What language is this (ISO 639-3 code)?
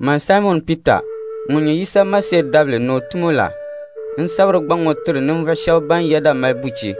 dag